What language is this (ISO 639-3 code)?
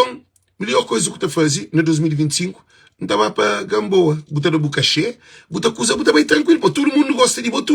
kea